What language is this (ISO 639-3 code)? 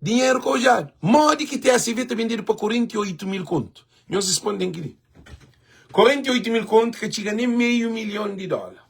kea